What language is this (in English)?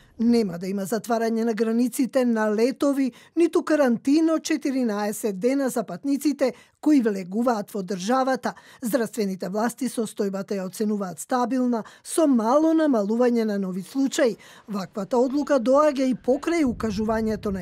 Macedonian